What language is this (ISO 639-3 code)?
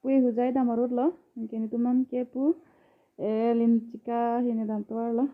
mjw